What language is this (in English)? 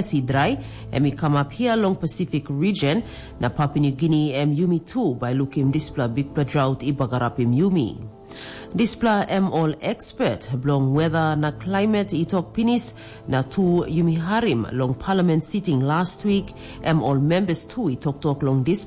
Tok Pisin